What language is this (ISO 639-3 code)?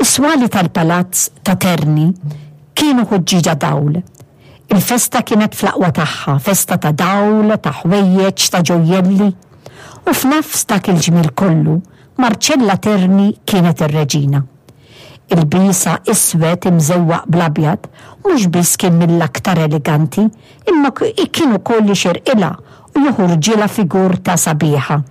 mlt